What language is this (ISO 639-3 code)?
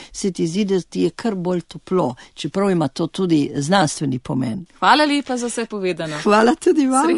slv